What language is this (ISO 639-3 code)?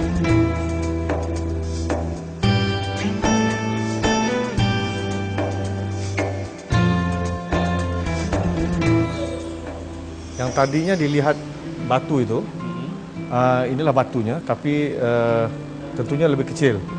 ind